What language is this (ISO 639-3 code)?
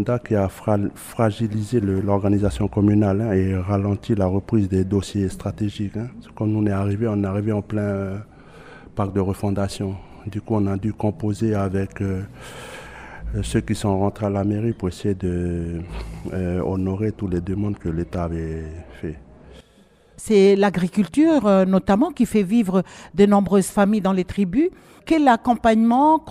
fra